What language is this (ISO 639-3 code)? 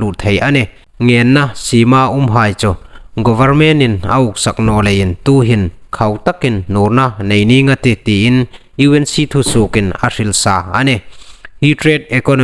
hmr